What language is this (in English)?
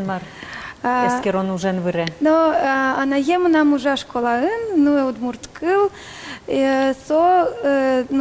Udmurt